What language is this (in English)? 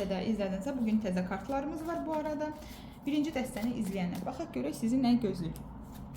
Azerbaijani